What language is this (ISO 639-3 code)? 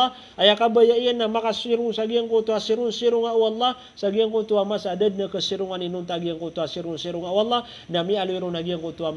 mrw